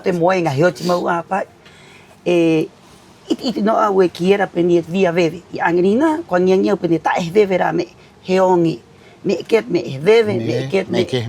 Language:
Rapanui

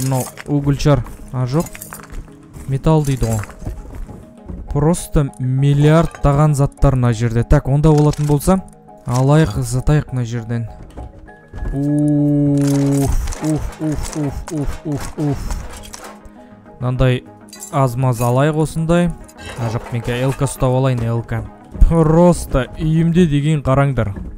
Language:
Kazakh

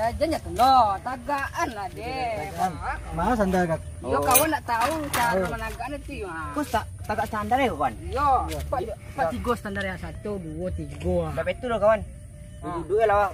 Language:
Minangkabau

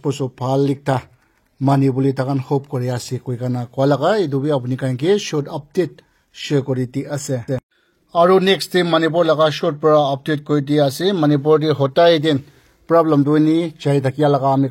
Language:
Naga Pidgin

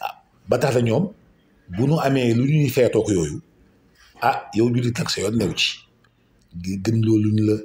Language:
Wolof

